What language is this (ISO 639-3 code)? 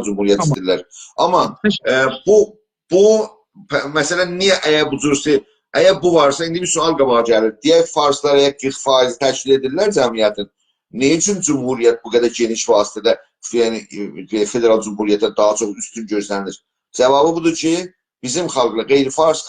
azb